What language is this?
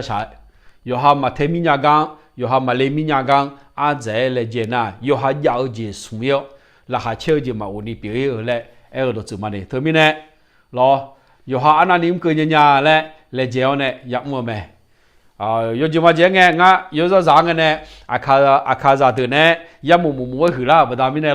Akha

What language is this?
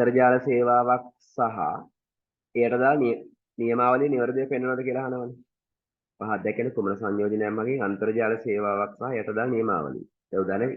Sinhala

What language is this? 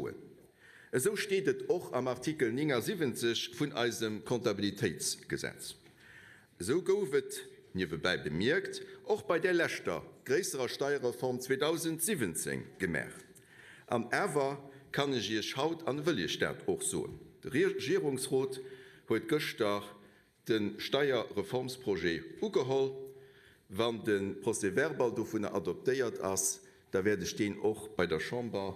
Luxembourgish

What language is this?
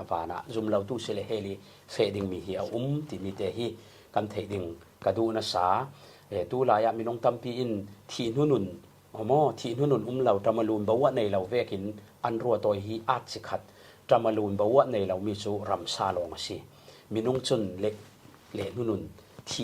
Falam Chin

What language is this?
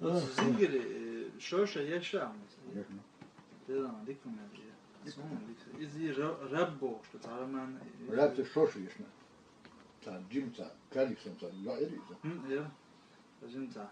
Chechen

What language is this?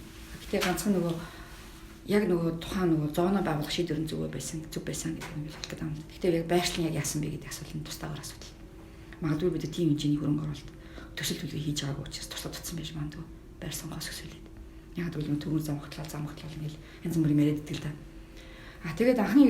Mongolian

